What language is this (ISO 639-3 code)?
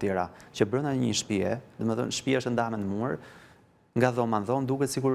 sqi